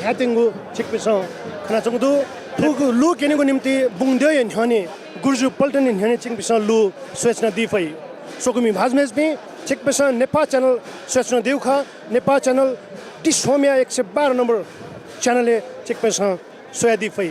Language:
Newari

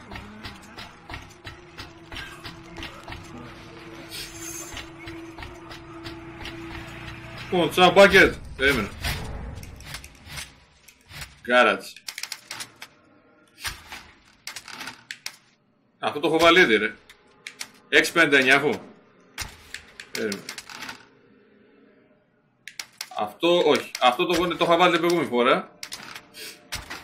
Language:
Greek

